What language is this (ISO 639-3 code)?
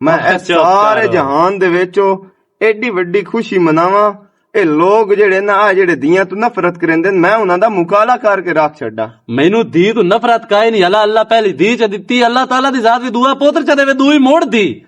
lah